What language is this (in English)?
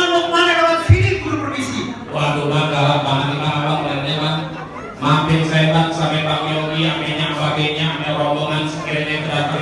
Betawi